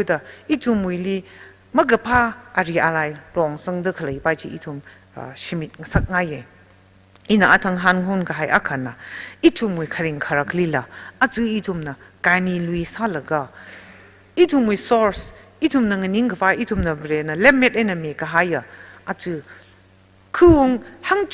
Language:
Tangkhul Naga (India)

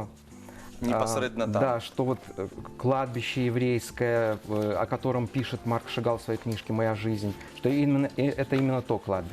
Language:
Belarusian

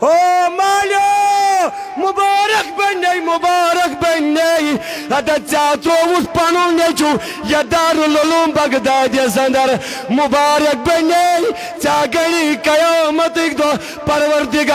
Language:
Kashmiri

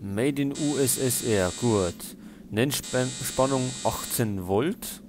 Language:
Bavarian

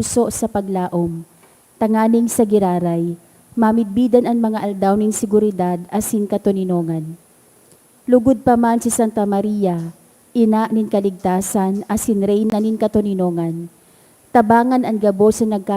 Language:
Bikol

